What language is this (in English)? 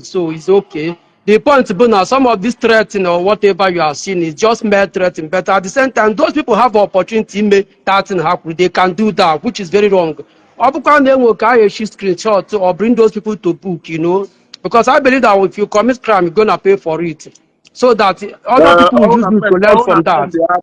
Igbo